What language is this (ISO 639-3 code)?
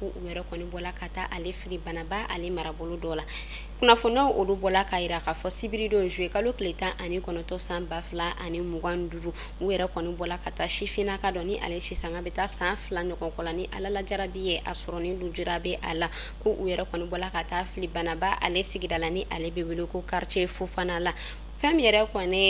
bam